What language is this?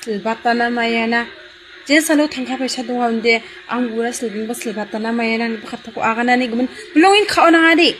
Garo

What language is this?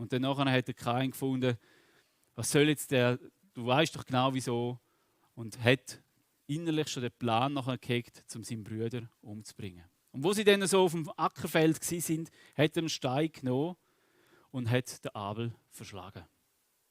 Swiss German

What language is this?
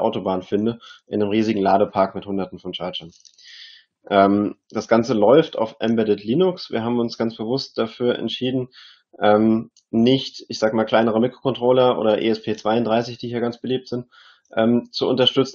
German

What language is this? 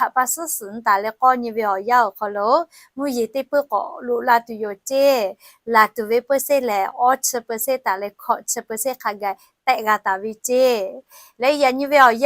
Lahu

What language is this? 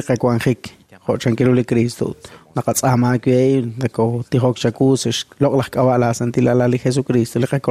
Kekchí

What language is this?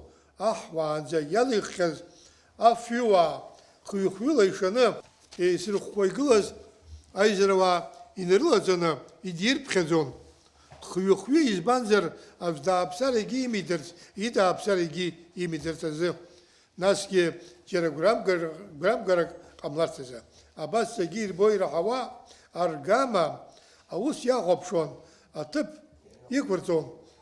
Abkhazian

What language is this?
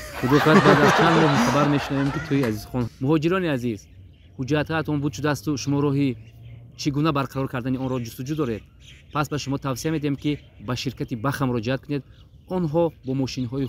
Tajik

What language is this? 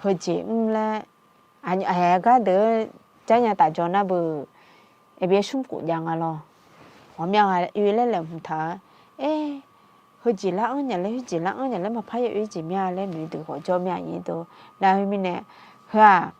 Akha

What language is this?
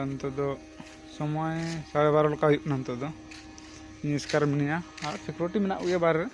Santali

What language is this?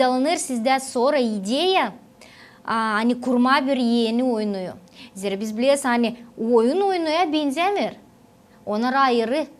Gagauz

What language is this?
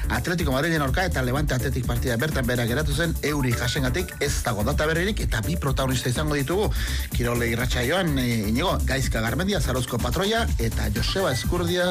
Basque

